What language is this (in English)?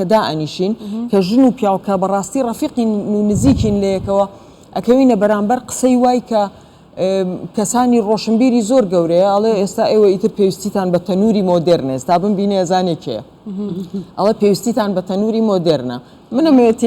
Central Kurdish